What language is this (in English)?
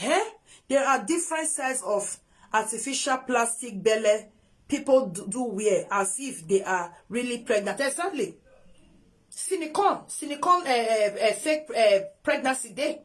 Nigerian Pidgin